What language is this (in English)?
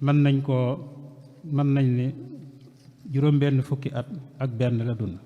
Wolof